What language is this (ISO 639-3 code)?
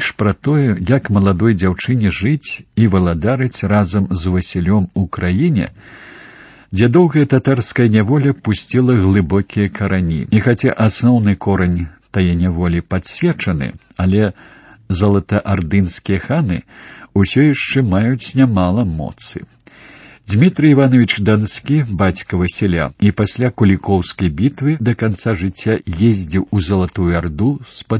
bel